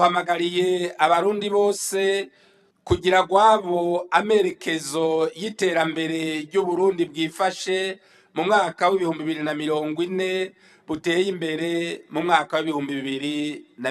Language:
Rundi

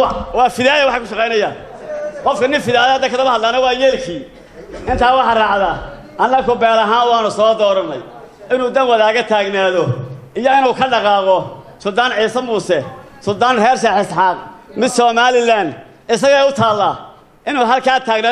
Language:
Somali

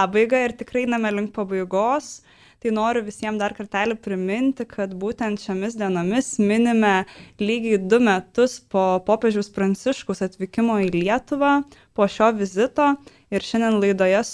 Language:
Lithuanian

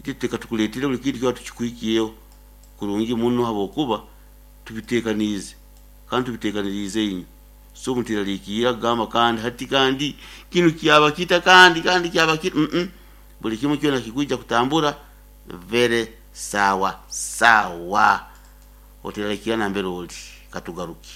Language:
Nyoro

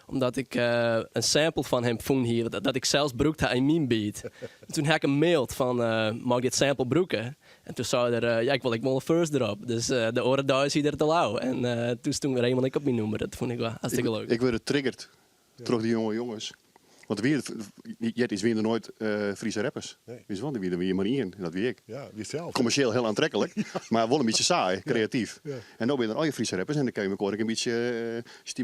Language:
Western Frisian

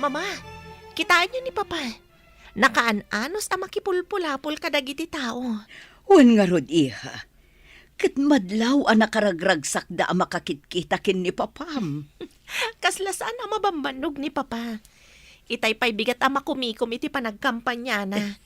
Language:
Iloko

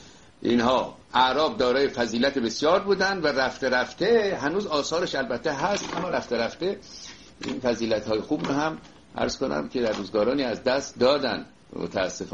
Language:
Persian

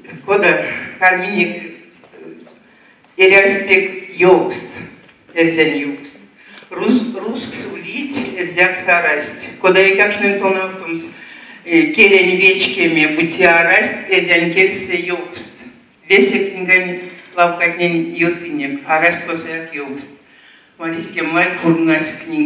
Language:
Erzya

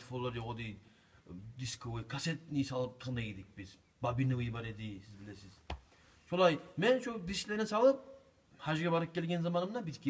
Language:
Kumyk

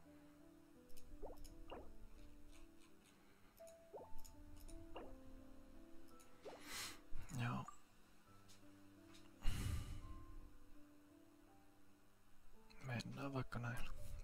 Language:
Finnish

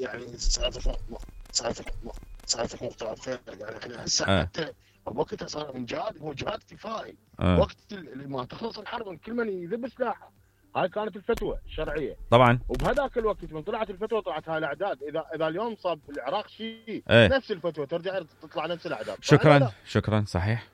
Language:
Mesopotamian Arabic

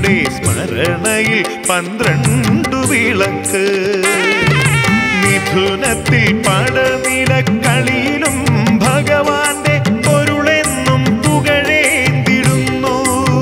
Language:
Malayalam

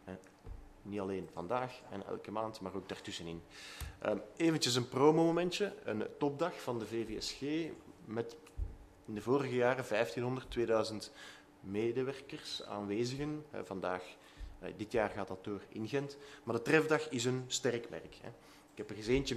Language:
Dutch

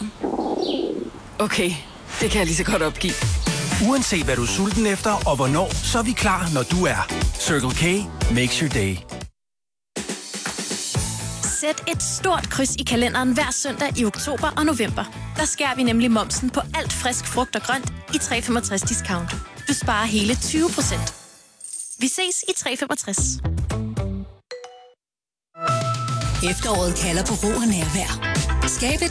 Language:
Danish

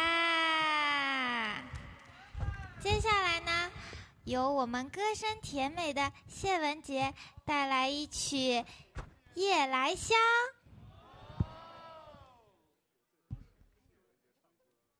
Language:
Chinese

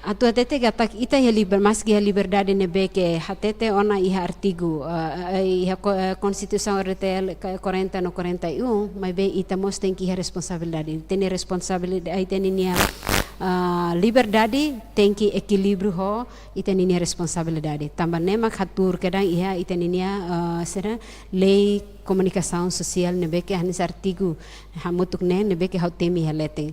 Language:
Tetum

